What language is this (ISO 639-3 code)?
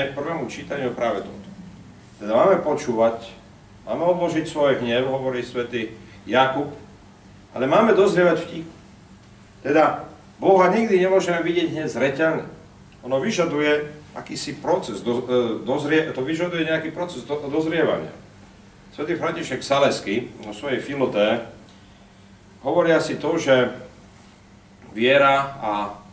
slk